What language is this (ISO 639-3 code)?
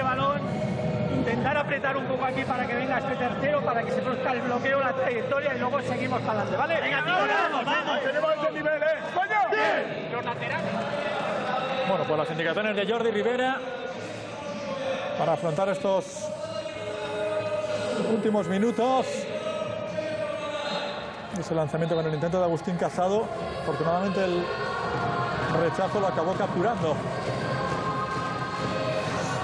spa